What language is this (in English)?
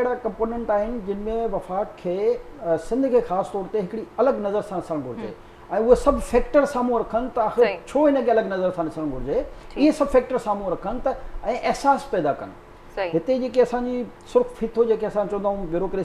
Sindhi